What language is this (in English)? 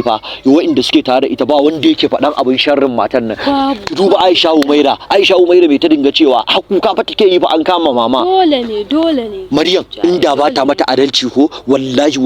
Hausa